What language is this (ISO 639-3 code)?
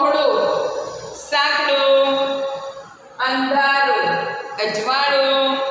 guj